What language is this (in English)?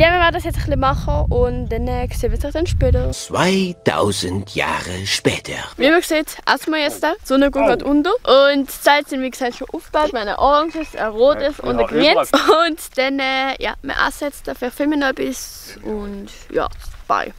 Swiss German